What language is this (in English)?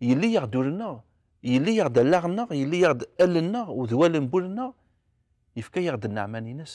Kabyle